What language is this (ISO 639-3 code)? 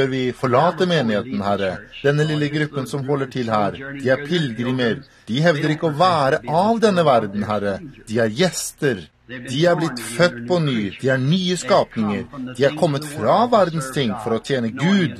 nor